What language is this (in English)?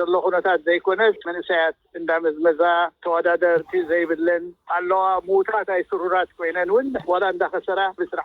Tigrinya